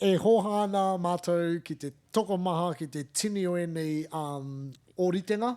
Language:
Māori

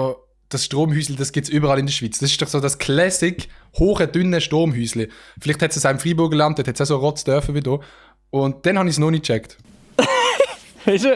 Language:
Swiss German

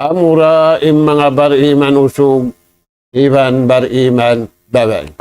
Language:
Tausug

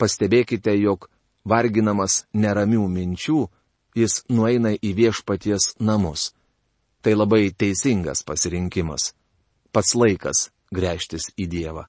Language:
Lithuanian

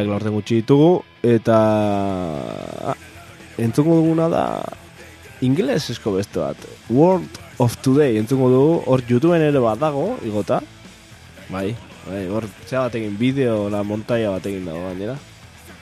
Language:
Basque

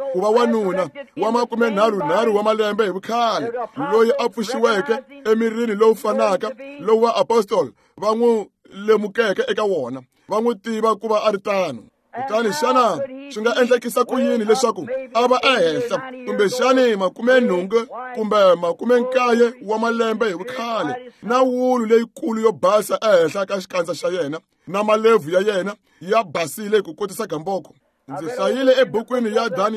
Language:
Tsonga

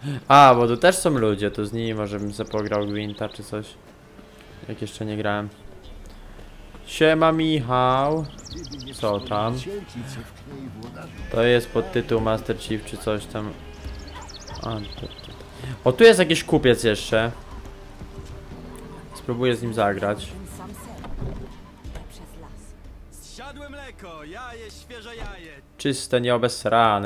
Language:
Polish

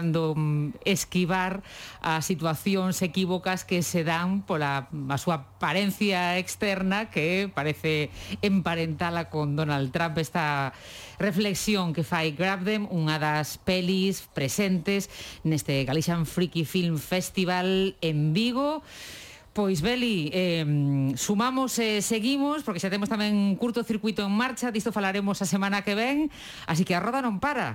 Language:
Galician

